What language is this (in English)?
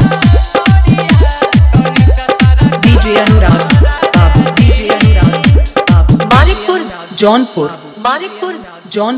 Bhojpuri